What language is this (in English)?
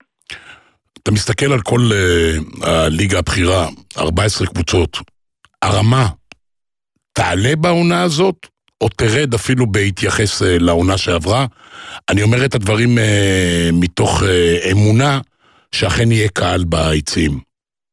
Hebrew